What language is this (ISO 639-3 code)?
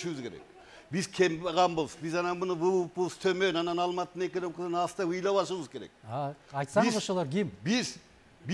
kir